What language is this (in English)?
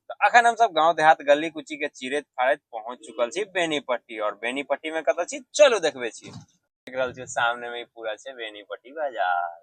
Maithili